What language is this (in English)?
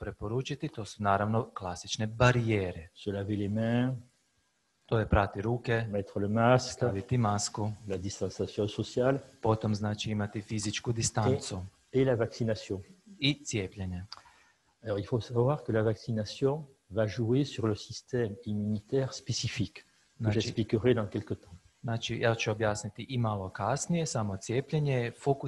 Croatian